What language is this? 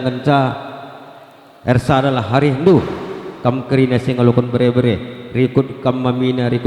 Batak Karo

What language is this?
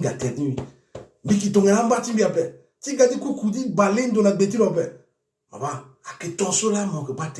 Sango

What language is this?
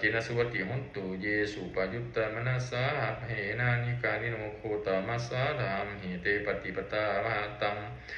Pali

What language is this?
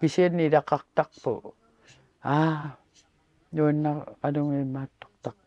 Kalaallisut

